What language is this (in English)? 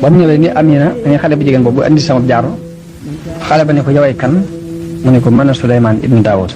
Wolof